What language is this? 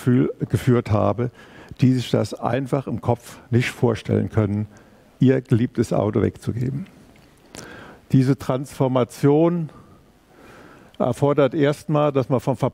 German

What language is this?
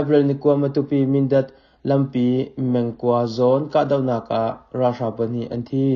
Hakha Chin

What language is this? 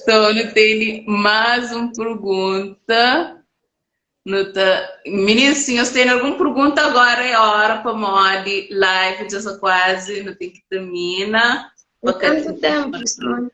Kabuverdianu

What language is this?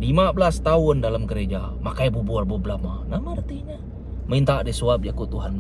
Iban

